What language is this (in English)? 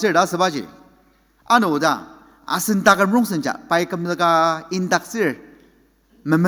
Ao Naga